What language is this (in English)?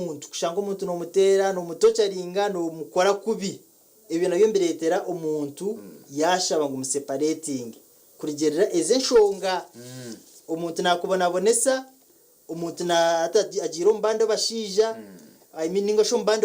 Nyankole